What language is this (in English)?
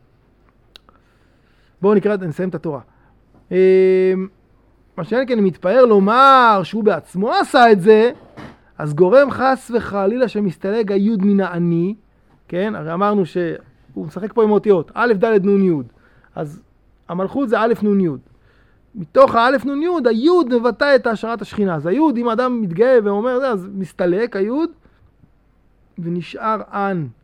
Hebrew